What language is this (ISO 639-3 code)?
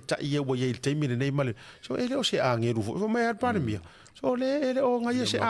smo